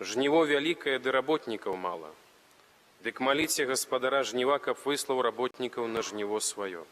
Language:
Belarusian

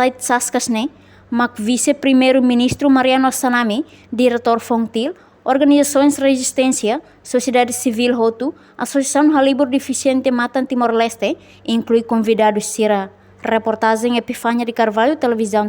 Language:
Tetum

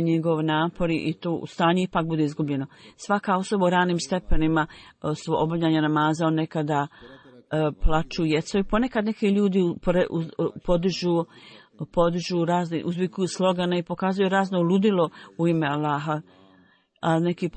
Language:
Bosnian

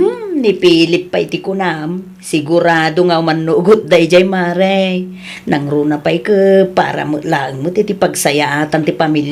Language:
Iloko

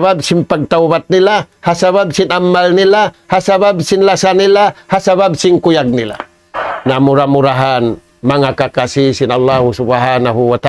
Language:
Tausug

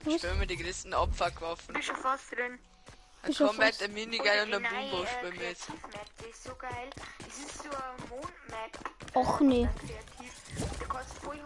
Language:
Bavarian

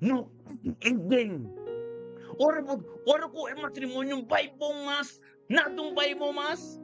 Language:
Papiamento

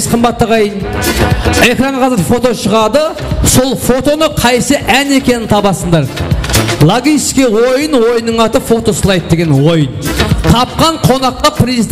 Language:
Kara-Kalpak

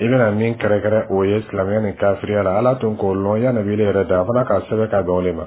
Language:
Dyula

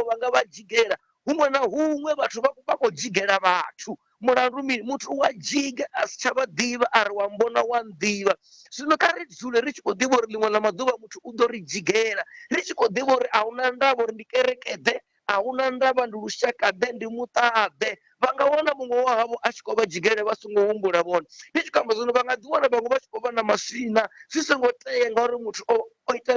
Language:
Venda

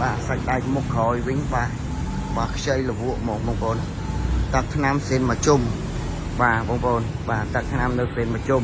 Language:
Khmer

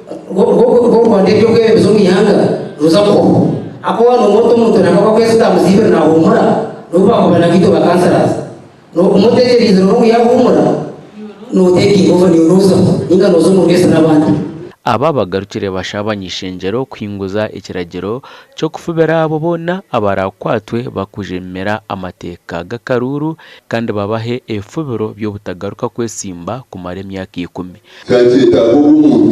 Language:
Nyankole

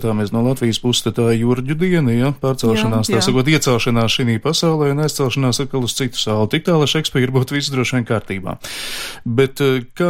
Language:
Latvian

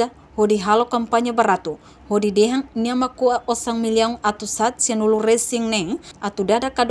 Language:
Tetum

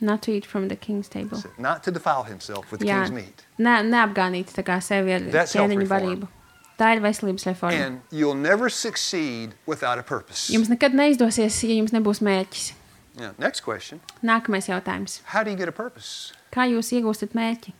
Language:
Latvian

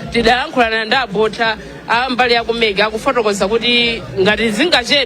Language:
Nyanja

